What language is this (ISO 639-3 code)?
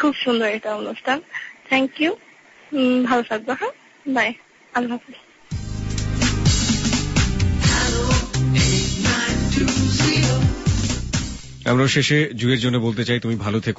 ben